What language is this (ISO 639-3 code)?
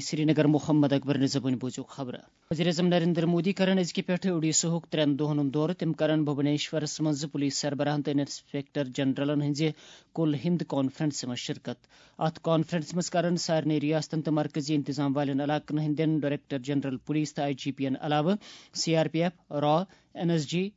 kas